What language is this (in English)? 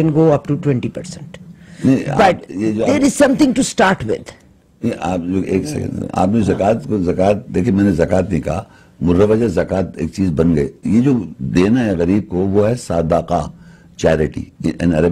Urdu